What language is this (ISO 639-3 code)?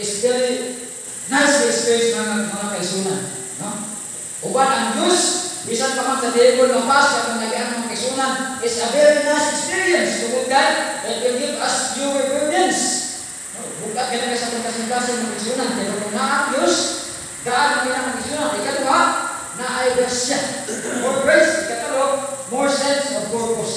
ceb